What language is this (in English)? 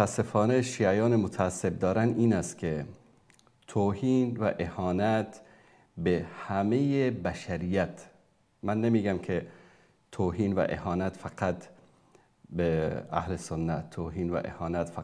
Persian